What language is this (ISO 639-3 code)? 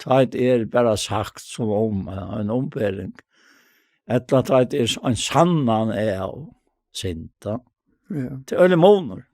fao